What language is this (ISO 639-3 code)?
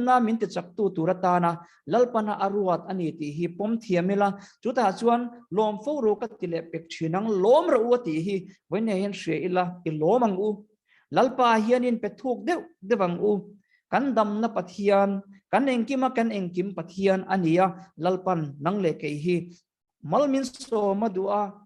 lus